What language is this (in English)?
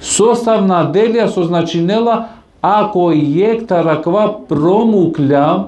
Balkan Romani